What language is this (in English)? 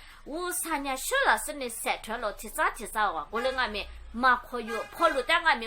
Lisu